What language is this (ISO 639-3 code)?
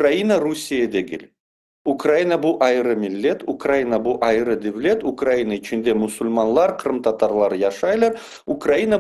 crh